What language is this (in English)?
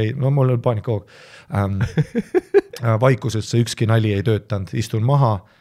Estonian